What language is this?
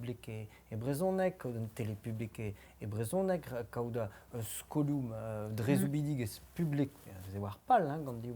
Breton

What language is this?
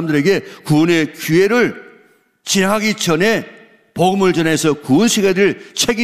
Korean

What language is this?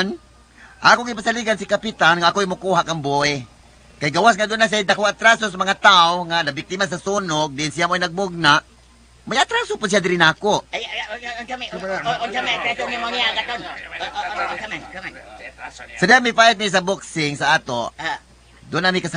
Cebuano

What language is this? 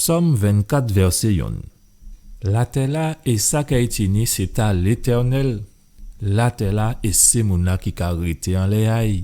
Guadeloupean Creole French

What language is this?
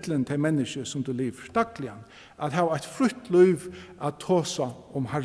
Faroese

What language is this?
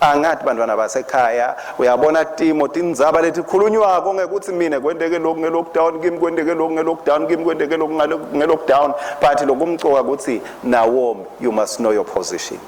Swati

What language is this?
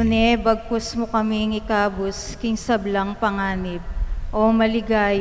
Pampanga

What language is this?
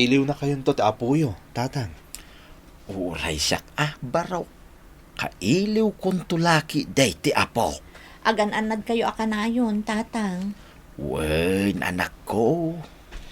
Iloko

